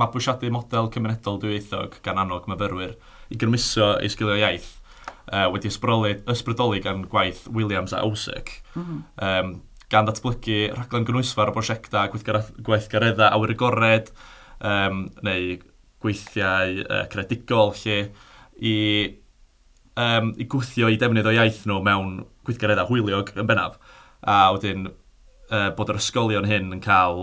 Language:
Welsh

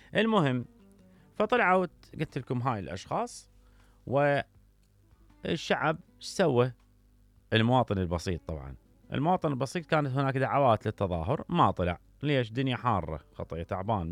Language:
Mesopotamian Arabic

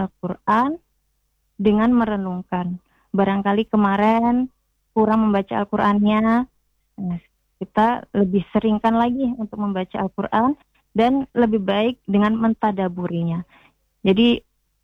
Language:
Indonesian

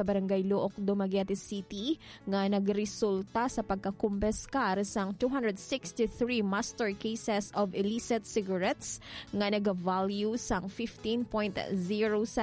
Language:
Hiligaynon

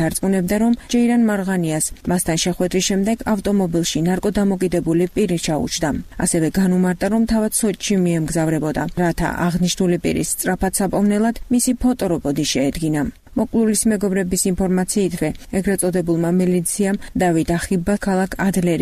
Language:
Georgian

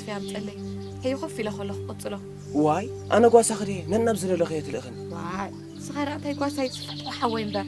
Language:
Tigrinya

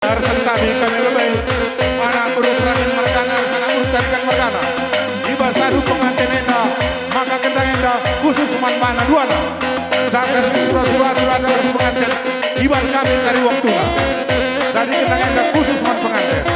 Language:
Batak Karo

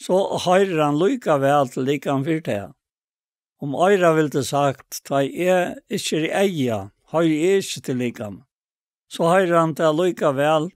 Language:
Faroese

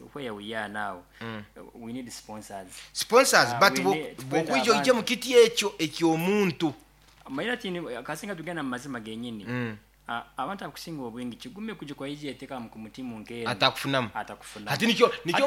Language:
Nyankole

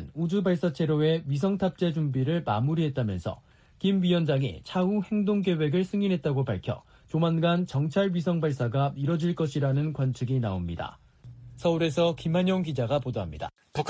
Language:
Korean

